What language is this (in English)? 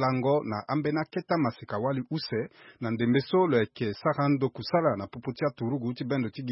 Sango